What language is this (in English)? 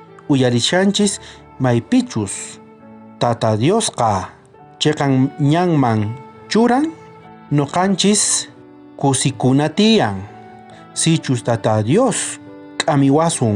South Bolivian Quechua